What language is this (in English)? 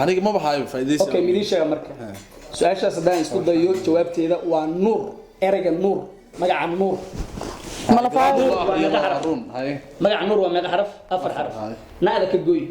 Somali